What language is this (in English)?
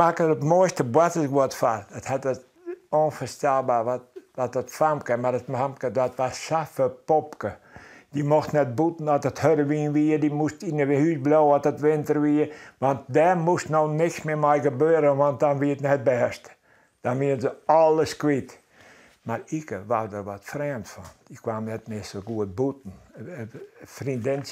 Western Frisian